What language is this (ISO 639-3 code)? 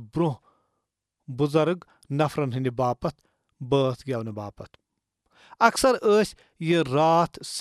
kas